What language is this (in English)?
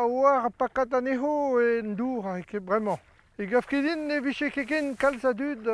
Breton